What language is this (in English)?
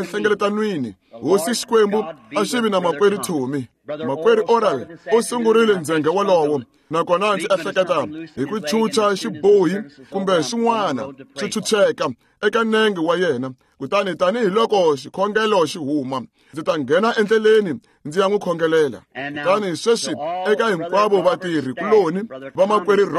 Tsonga